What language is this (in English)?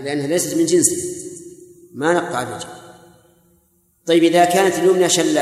Arabic